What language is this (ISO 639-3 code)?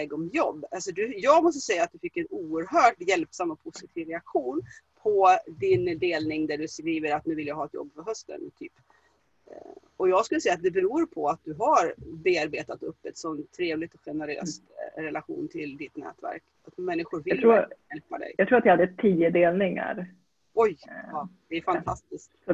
swe